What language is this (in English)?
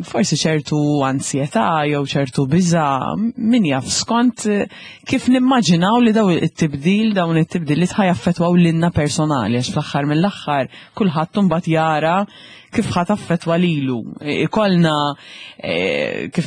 Maltese